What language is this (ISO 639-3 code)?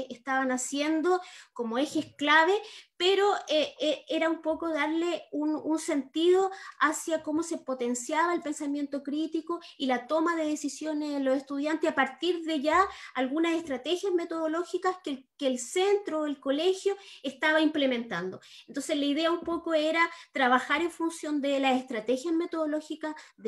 spa